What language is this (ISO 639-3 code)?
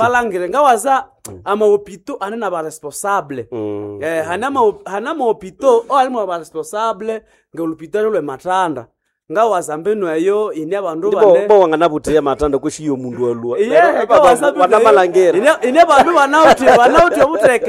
nnb